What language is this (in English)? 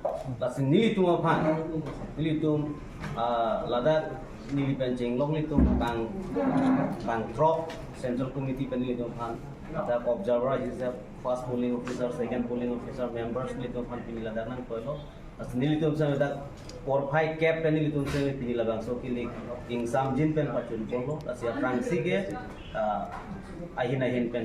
Karbi